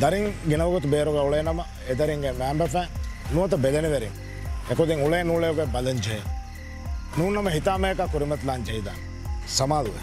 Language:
Divehi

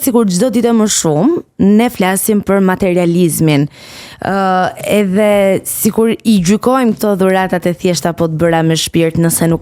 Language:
Albanian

